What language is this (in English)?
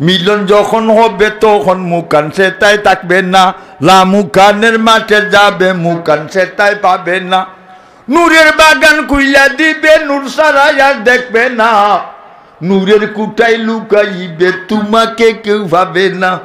Sylheti